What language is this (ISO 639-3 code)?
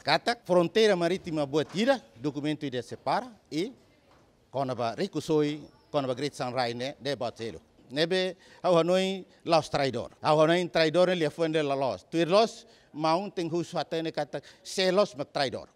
tet